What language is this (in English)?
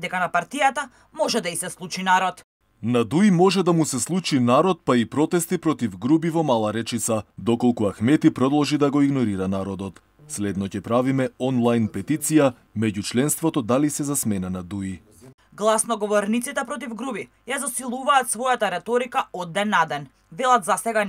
Macedonian